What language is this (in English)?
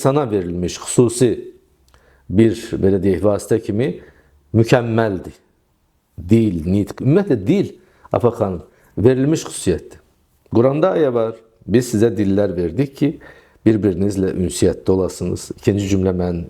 Azerbaijani